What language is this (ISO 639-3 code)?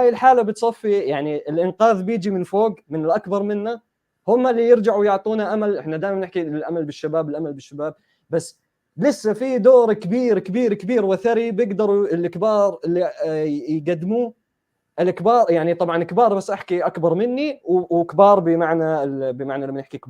apc